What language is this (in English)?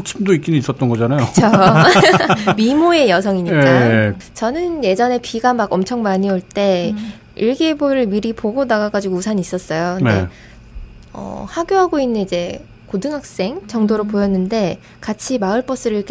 Korean